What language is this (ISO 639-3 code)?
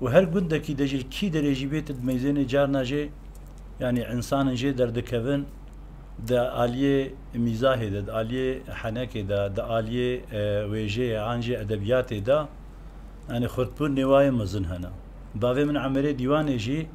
kur